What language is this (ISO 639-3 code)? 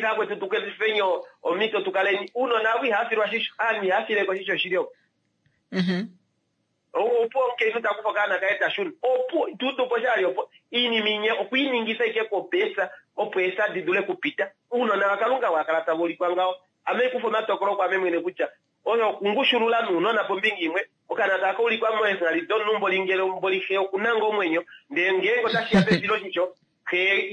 kua